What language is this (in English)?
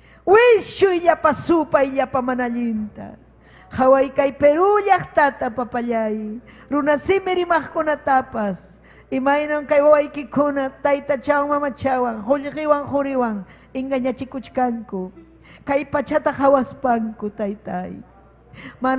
Ayacucho Quechua